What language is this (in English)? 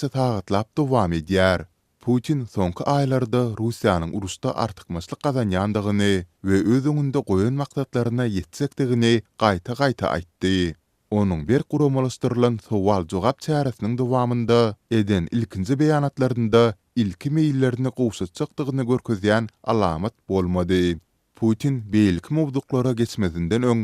Turkmen